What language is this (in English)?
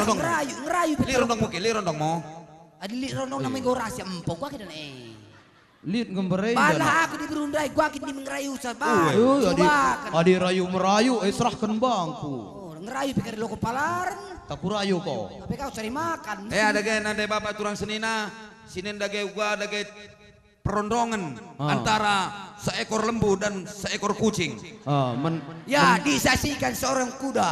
Batak Karo